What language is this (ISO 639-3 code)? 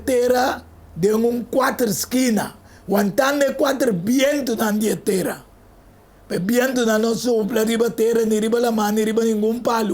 pap